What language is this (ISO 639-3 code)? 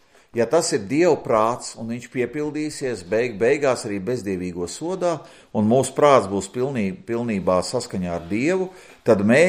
lav